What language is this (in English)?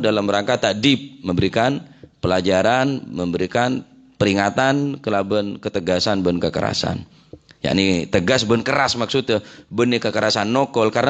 Madurese